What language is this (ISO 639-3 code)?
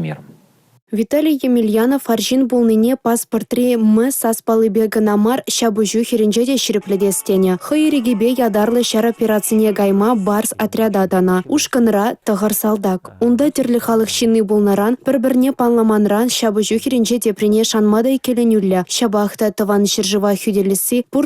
chv